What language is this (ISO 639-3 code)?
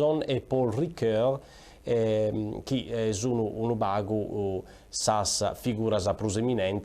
srd